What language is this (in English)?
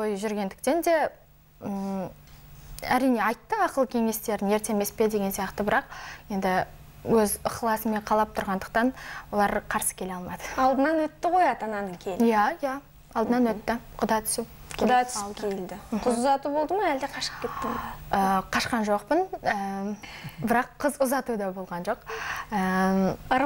Kazakh